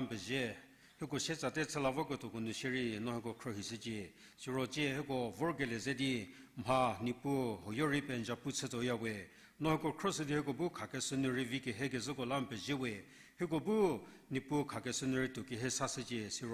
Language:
Angami Naga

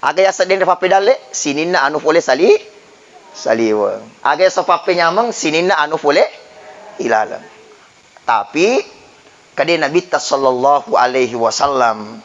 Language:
Buginese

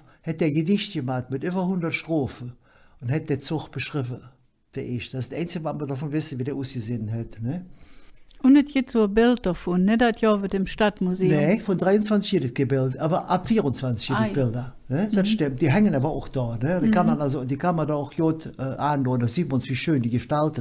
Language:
Colognian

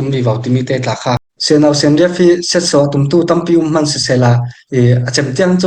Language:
Falam Chin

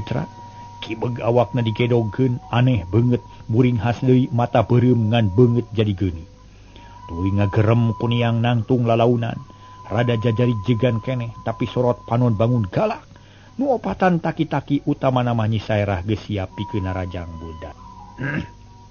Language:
Sundanese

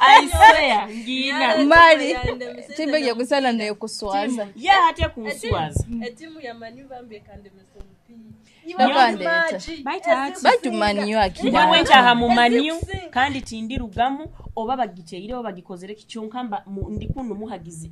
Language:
Nyoro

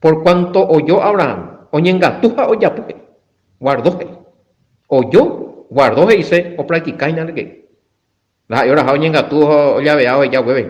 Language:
Guarani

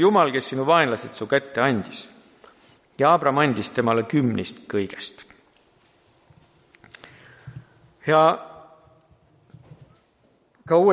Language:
Estonian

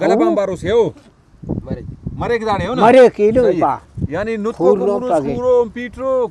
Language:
Brahui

